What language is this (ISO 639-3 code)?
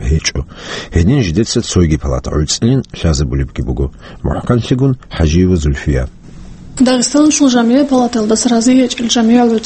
ava